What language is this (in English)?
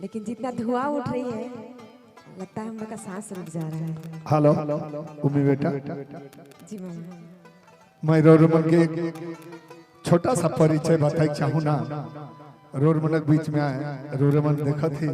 Sadri